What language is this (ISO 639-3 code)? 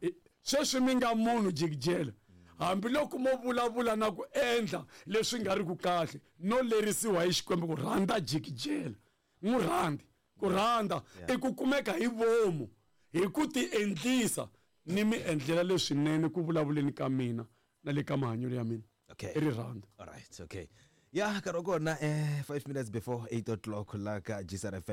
tso